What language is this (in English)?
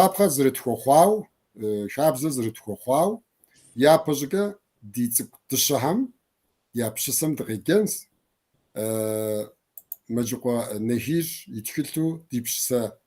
Kabardian